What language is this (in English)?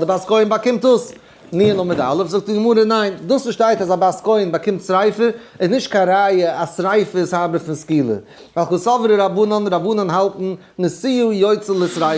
Yiddish